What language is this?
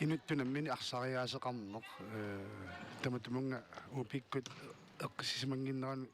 Kalaallisut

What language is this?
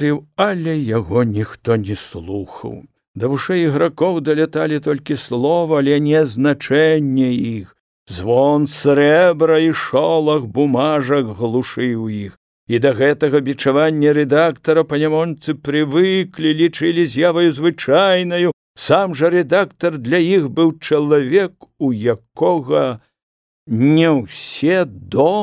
Belarusian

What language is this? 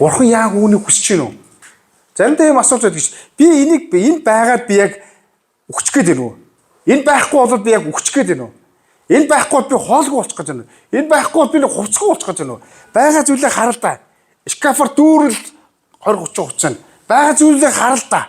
Mongolian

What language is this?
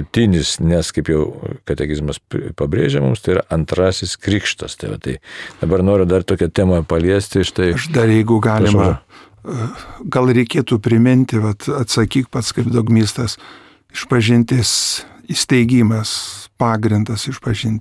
Lithuanian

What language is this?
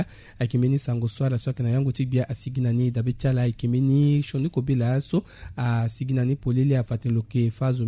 Sango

